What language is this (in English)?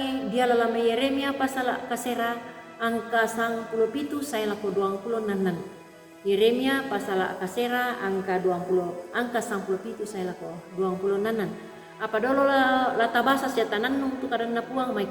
Toraja-Sa'dan